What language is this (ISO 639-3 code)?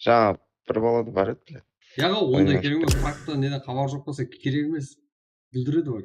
kaa